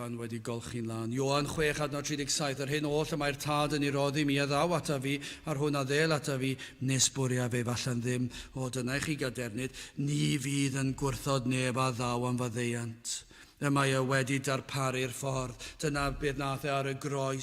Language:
Welsh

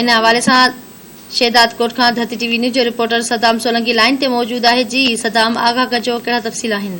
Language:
Sindhi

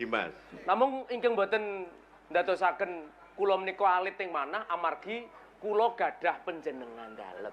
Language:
Javanese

